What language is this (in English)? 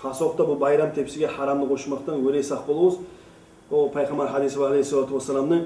Kumyk